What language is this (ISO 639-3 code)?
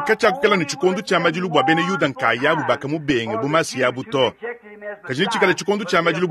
lua